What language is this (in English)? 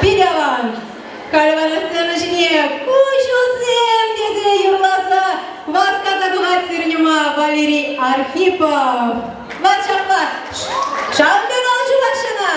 Chuvash